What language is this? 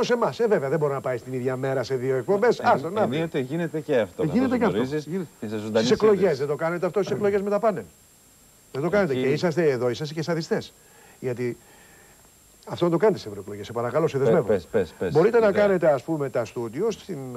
Greek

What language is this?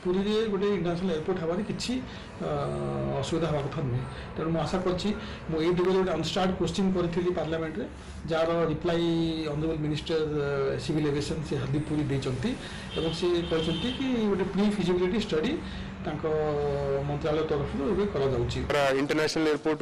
Odia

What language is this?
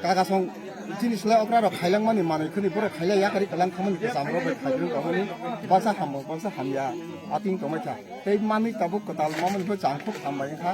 Kok Borok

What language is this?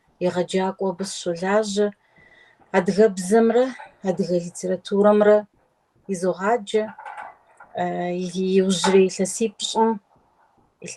Kabardian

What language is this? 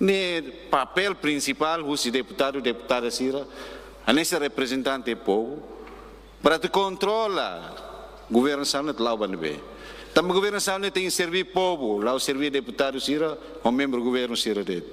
Tetum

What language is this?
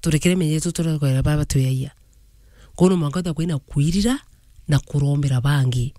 Meru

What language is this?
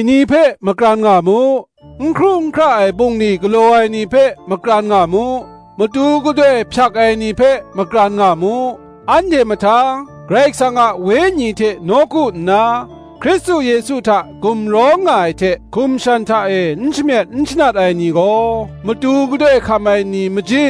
Kachin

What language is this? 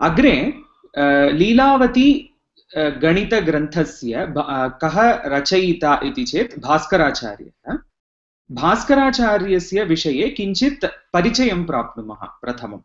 Sanskrit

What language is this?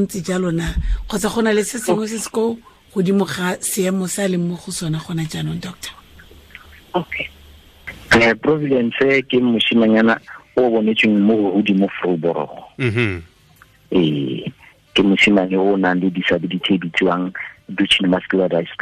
Tswana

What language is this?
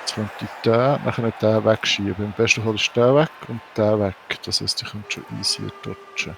Swiss German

